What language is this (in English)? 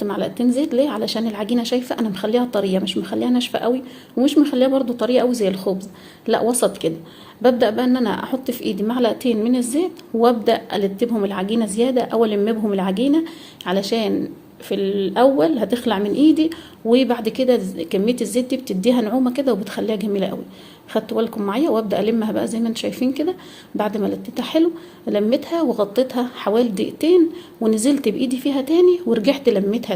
Egyptian Arabic